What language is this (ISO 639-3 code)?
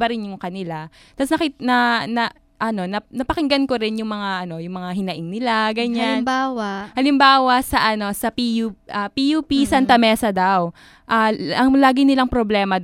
fil